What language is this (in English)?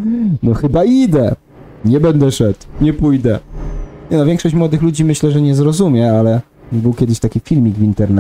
Polish